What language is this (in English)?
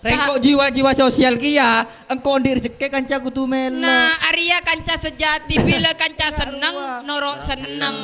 Madurese